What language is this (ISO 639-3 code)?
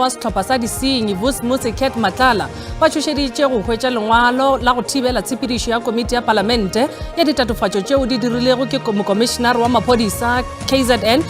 nso